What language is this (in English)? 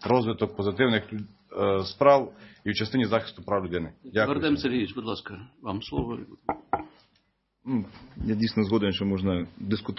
Ukrainian